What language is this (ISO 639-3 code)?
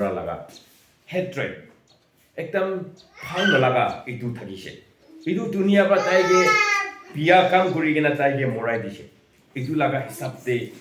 nbe